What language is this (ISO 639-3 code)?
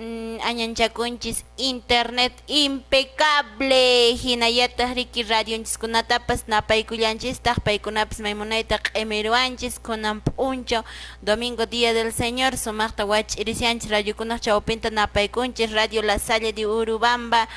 que